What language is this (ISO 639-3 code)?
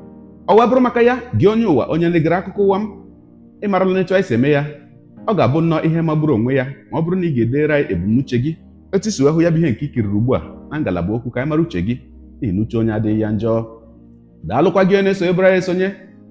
ibo